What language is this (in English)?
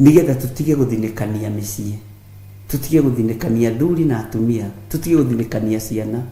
Kikuyu